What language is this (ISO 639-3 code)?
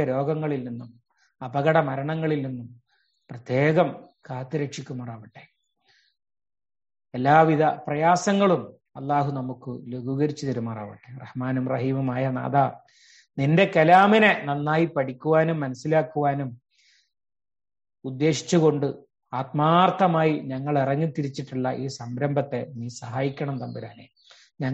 mal